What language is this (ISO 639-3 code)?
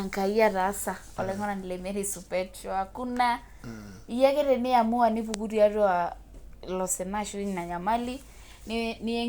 mas